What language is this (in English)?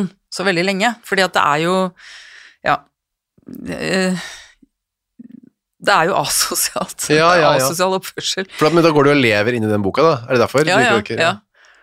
Norwegian